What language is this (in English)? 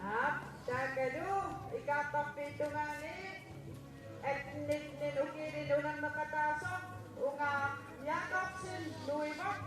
Kalaallisut